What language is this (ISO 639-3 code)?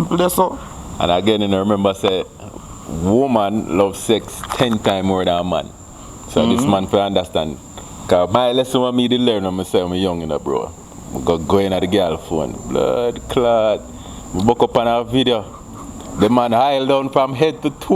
jam